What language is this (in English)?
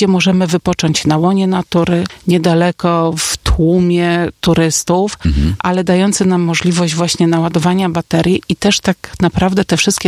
Polish